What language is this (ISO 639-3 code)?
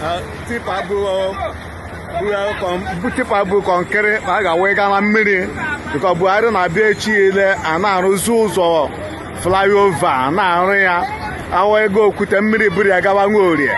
ibo